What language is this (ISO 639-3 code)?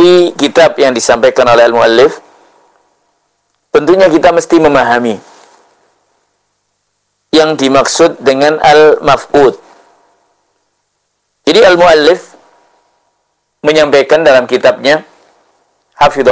ind